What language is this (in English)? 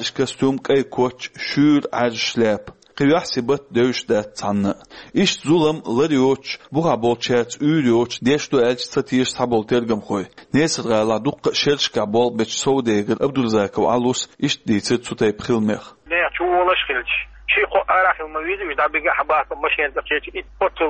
Chechen